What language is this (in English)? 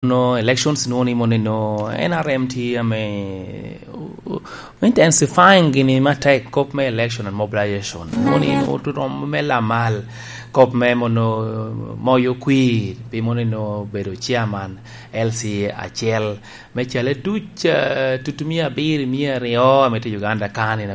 Lango (Uganda)